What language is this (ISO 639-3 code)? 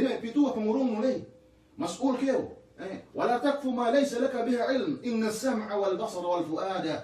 yka